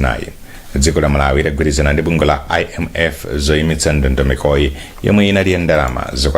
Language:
Nyanja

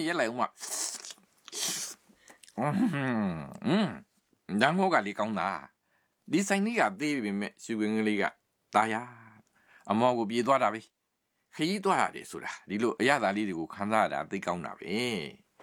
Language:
Burmese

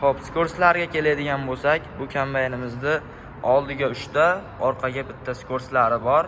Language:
Uzbek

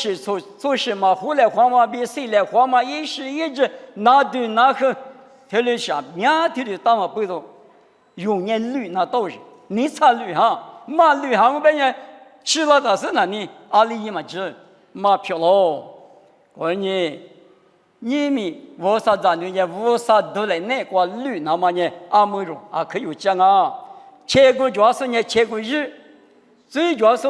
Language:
Lisu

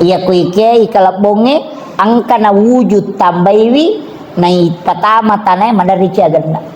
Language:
Buginese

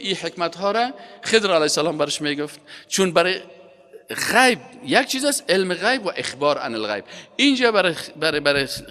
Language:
Persian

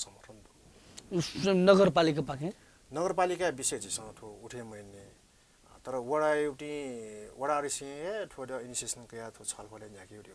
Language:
Newari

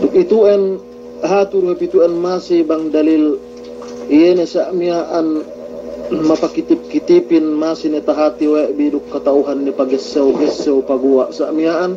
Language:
Yakan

